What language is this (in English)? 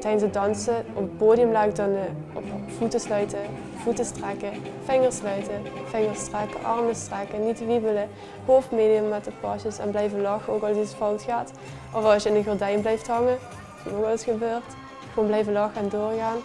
Limburgish